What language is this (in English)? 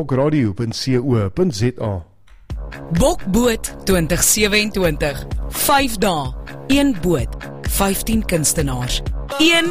Afrikaans